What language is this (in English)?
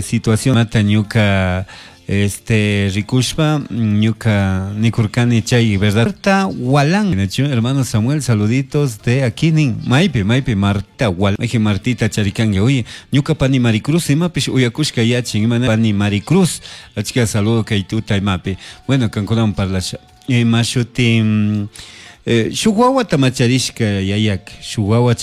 Chimborazo Highland Quichua